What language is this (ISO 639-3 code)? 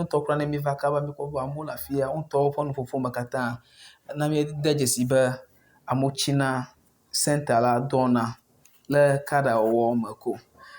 ewe